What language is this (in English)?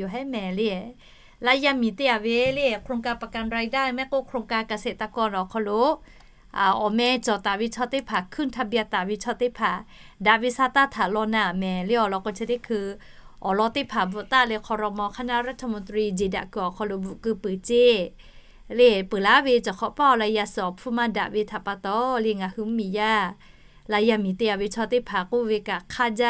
Lahu